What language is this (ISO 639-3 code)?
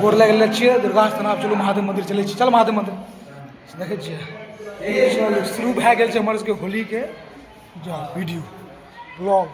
mai